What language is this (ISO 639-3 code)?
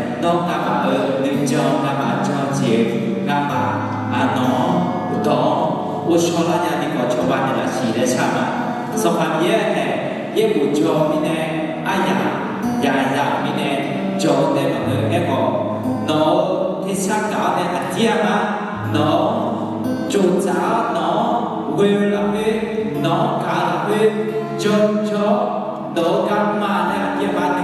ahk